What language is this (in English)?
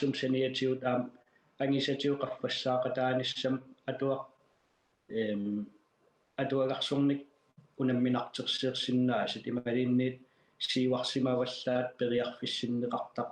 Kalaallisut